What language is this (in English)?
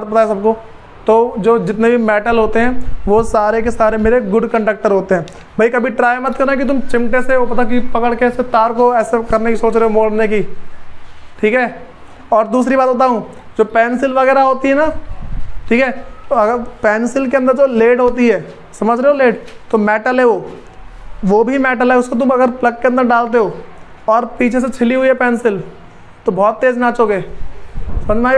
Hindi